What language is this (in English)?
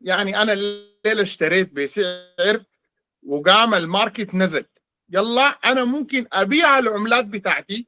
Sudanese Arabic